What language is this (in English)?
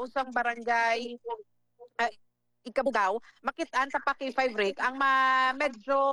Hiligaynon